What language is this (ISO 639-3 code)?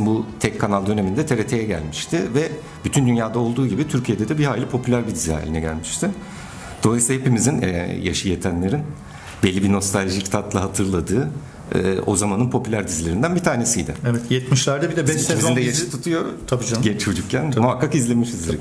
tur